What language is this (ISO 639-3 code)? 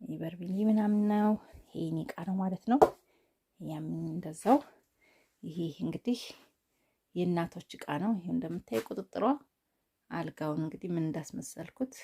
amh